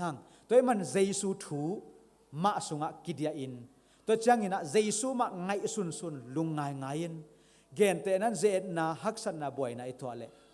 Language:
Tedim Chin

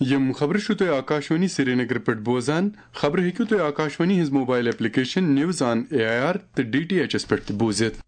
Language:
Kashmiri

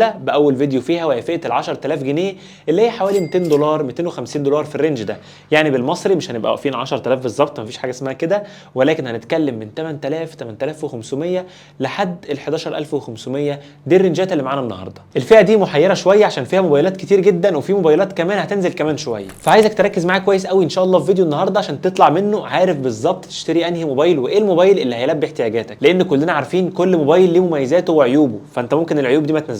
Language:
Egyptian Arabic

